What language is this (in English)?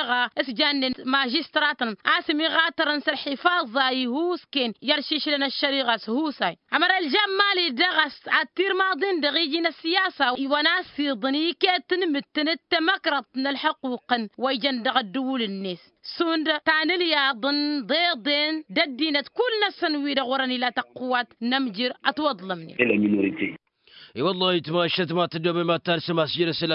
Tamasheq